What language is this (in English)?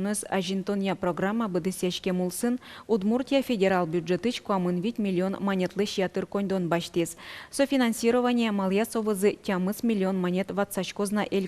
Udmurt